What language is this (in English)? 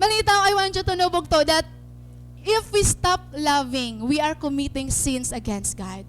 Waray